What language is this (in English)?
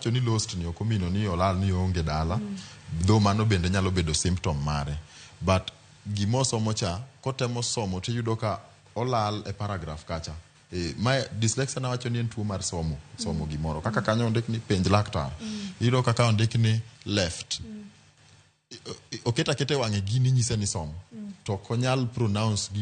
Luo (Kenya and Tanzania)